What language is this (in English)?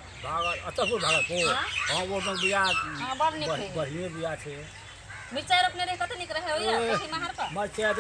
Maithili